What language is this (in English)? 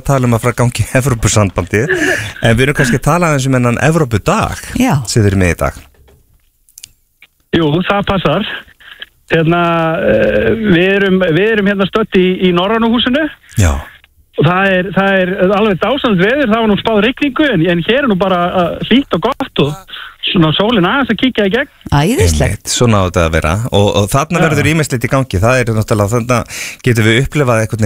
Icelandic